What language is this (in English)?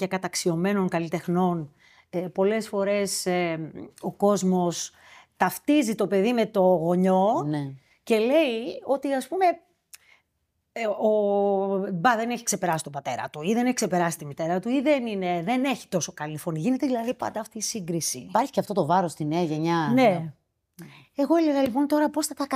Greek